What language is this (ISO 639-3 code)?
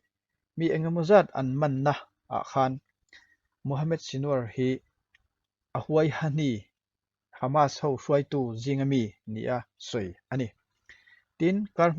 lus